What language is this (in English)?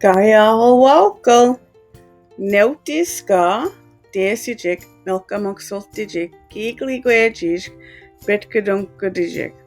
Mi'kmaw